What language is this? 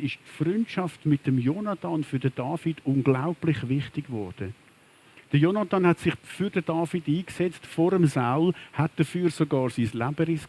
Swiss German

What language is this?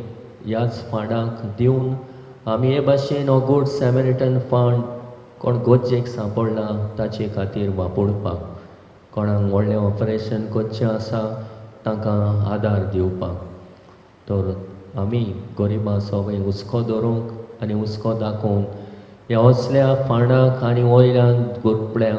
Konkani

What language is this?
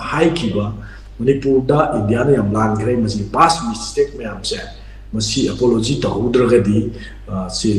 Manipuri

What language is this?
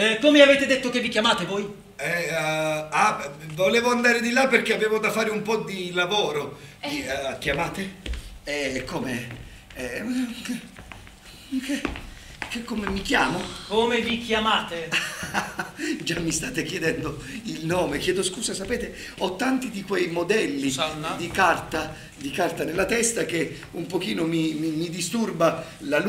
Italian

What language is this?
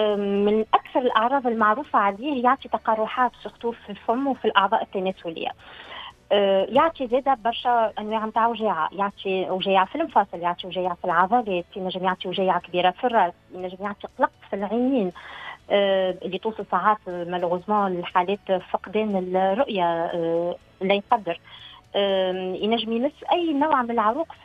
Tunisian Arabic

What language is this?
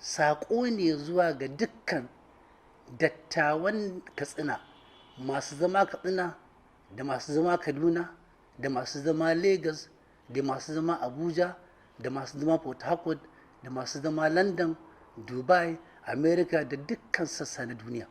Hausa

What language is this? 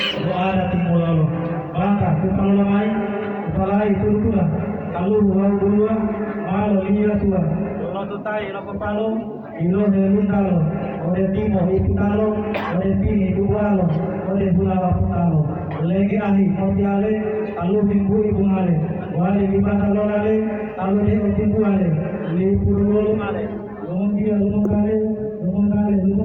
Gorontalo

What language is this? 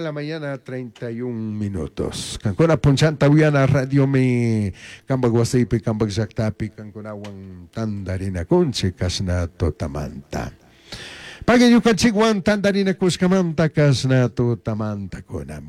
Chimborazo Highland Quichua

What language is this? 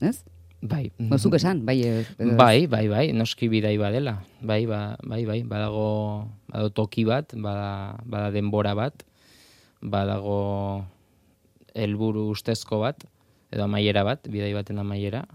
Basque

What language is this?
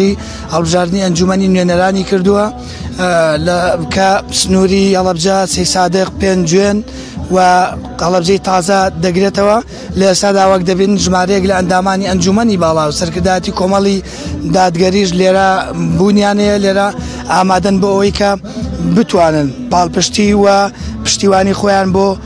Central Kurdish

